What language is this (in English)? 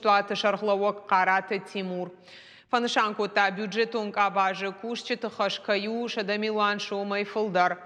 Ossetic